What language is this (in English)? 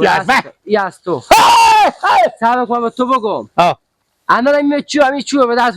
Persian